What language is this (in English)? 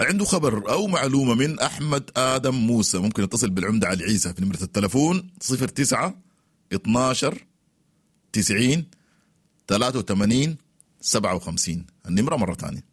Sudanese Arabic